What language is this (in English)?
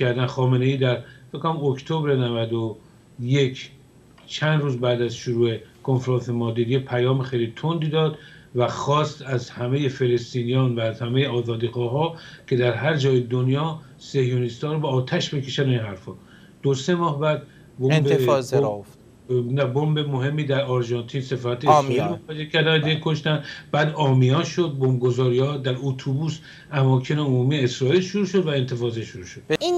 Persian